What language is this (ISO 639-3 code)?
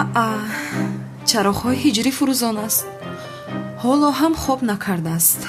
tgk